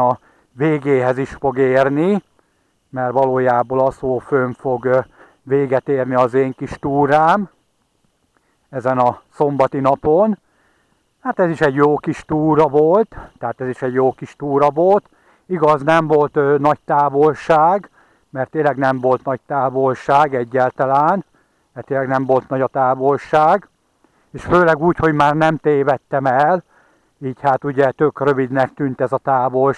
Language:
Hungarian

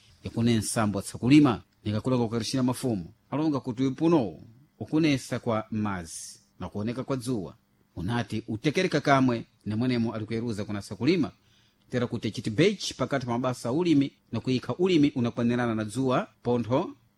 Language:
Sena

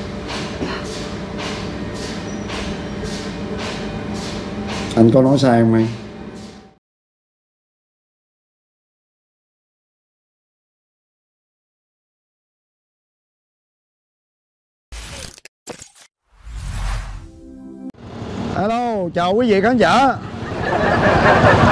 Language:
Vietnamese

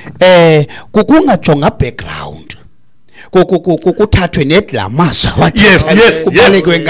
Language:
Xhosa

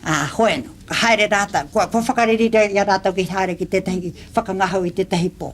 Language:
Māori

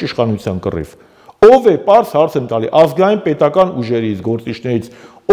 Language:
Armenian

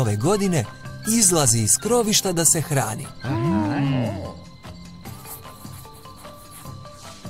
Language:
Croatian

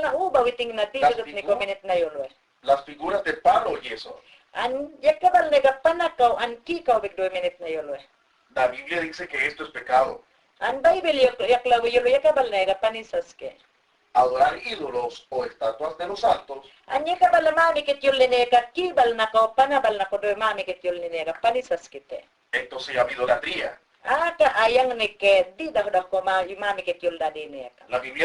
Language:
Mayangna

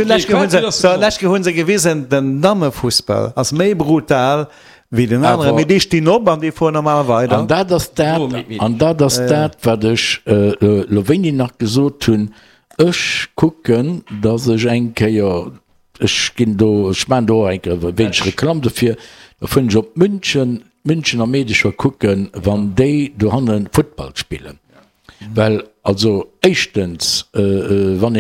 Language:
Luxembourgish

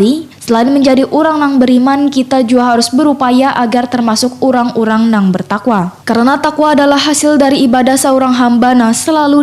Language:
Banjar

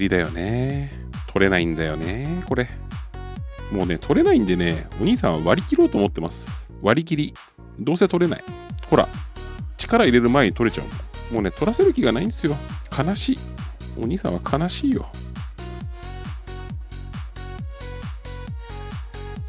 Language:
Japanese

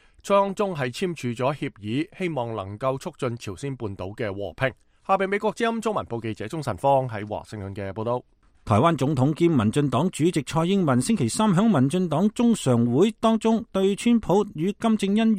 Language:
Cantonese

